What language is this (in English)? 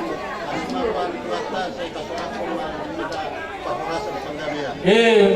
Batak Toba